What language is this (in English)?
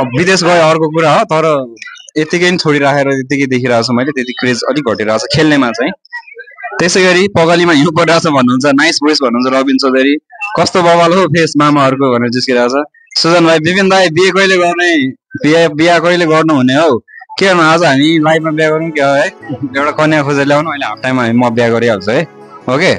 Nepali